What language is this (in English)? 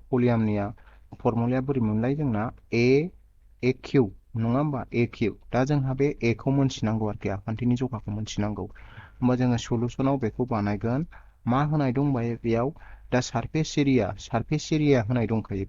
Bodo